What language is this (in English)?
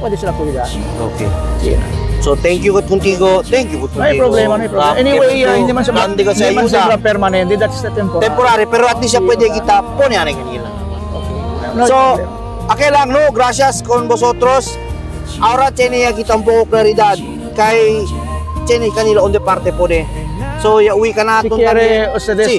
Chavacano